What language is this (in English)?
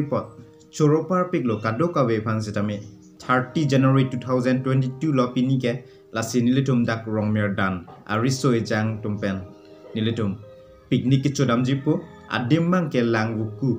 Karbi